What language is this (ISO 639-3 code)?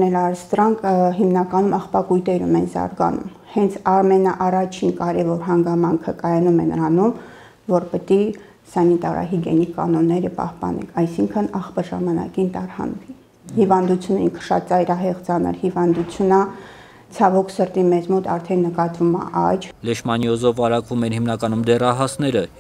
hye